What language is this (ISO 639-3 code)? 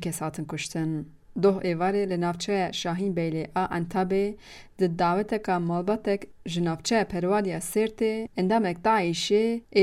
kur